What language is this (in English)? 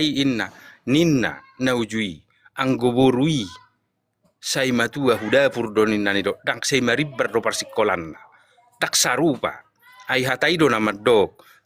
Batak Toba